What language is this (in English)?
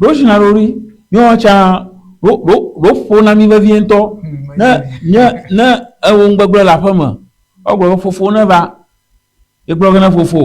Ewe